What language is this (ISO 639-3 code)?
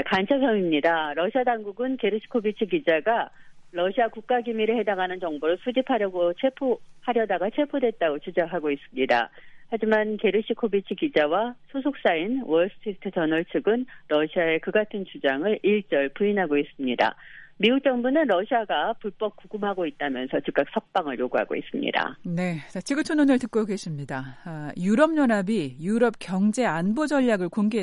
kor